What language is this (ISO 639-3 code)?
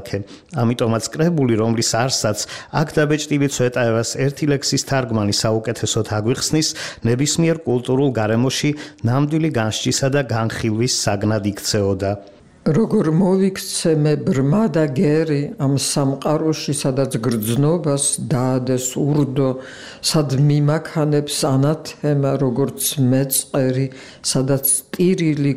kat